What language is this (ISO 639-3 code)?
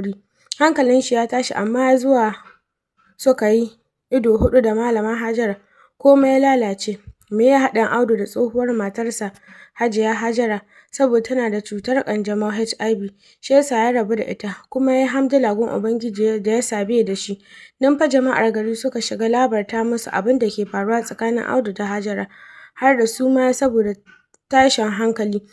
hau